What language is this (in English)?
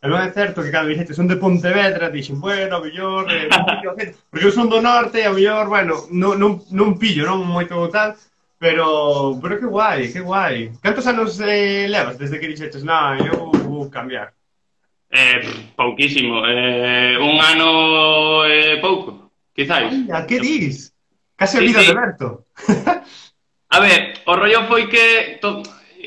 Galician